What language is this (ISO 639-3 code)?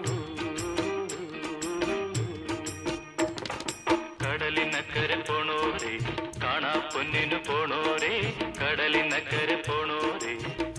mal